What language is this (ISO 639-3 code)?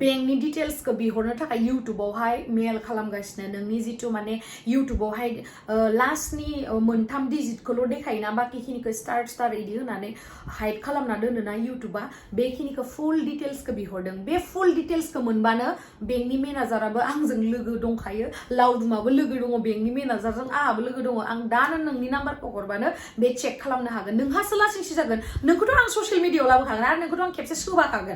brx